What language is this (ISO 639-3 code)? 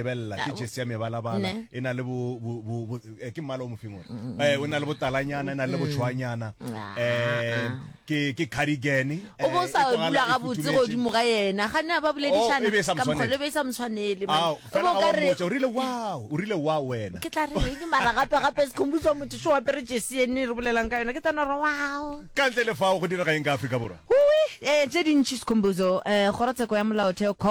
nso